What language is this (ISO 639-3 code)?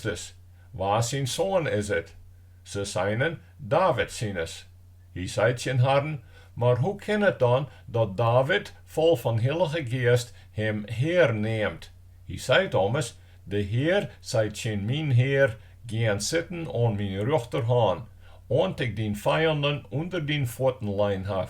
fry